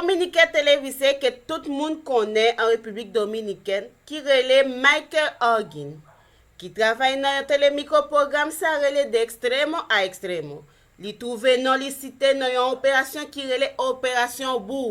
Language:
Haitian Creole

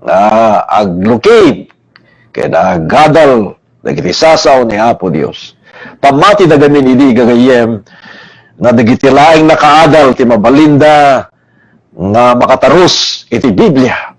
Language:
Iloko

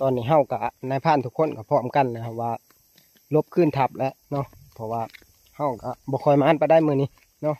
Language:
Northeastern Thai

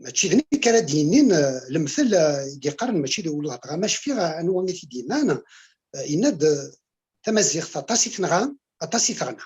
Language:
Kabyle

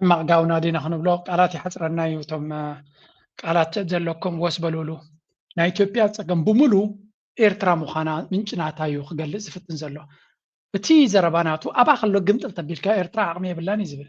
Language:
Tigrinya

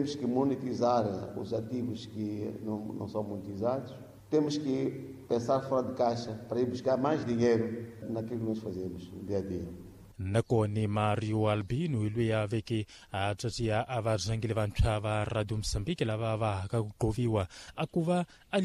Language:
Tsonga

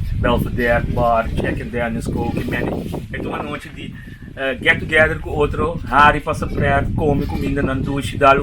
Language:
Papiamento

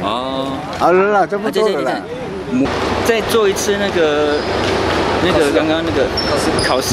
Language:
Chinese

